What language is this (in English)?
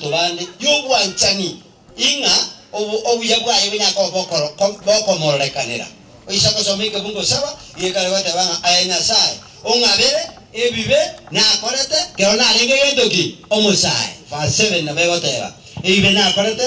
Gusii